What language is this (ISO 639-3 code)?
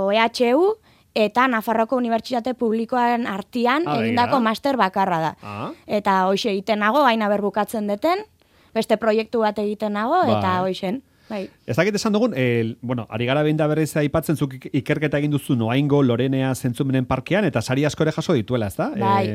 eus